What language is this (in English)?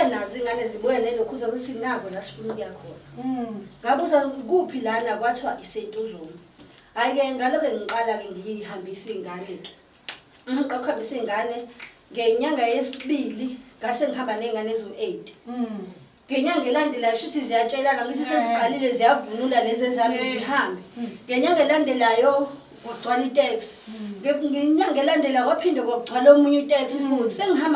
Zulu